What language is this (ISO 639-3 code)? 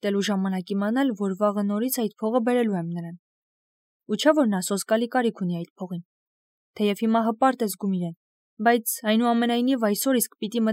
hye